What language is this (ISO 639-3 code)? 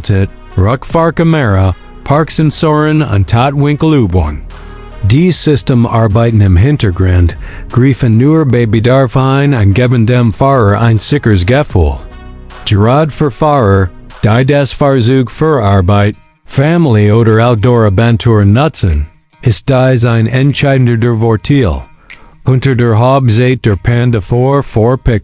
gsw